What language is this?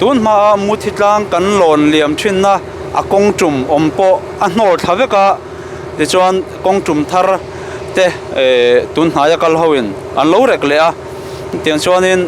Mizo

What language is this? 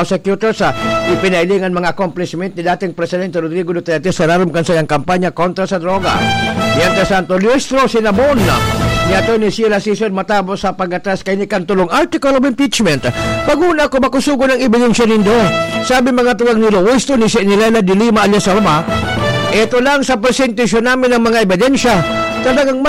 Bikol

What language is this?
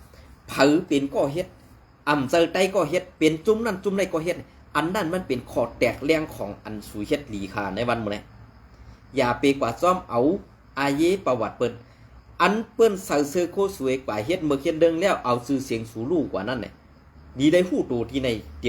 Shan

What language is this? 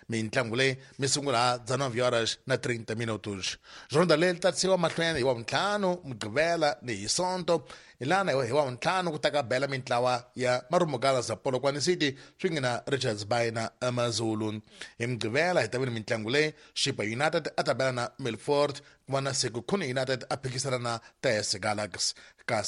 Tsonga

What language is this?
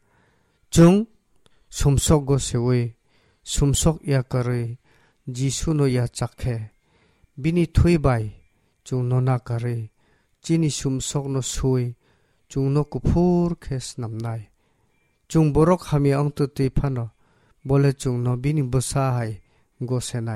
Kok Borok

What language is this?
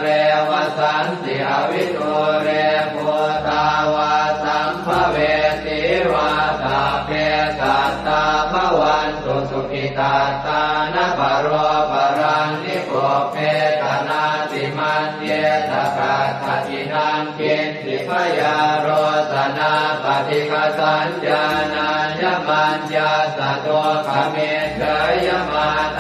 Pali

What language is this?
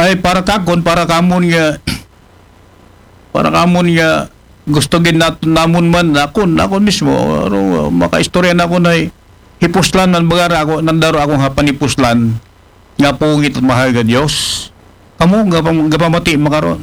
Aklanon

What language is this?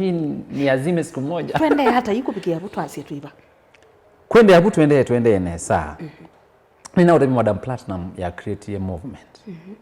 Kamba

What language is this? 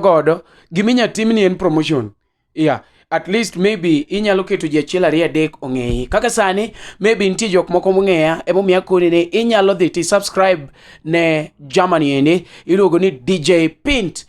Luo (Kenya and Tanzania)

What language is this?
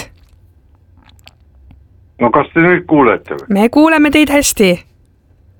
Estonian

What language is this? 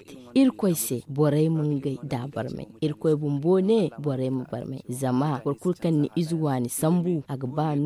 Zarma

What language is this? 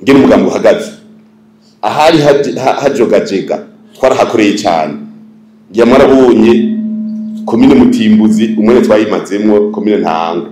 Rundi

